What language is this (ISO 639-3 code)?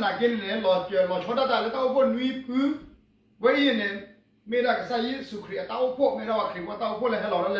ksw